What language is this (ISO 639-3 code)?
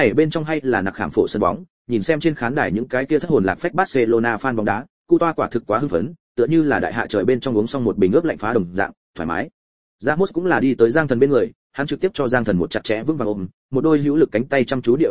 vie